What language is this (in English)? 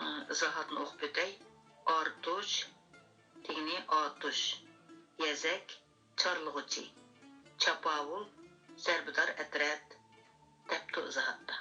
Uyghur